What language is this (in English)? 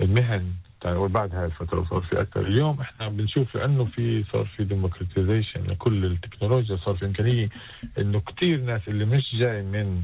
North Levantine Arabic